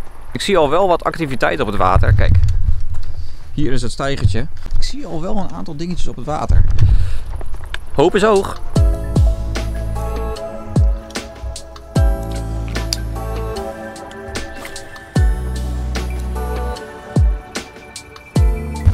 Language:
Dutch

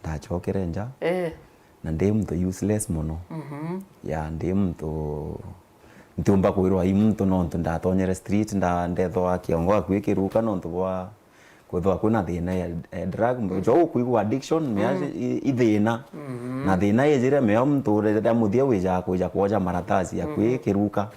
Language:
Meru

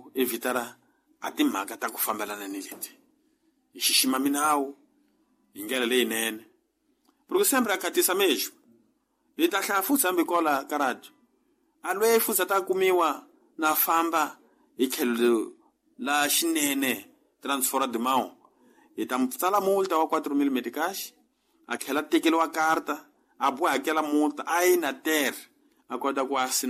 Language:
Tsonga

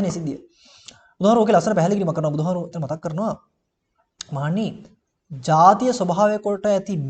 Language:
Sinhala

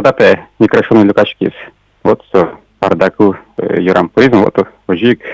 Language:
Udmurt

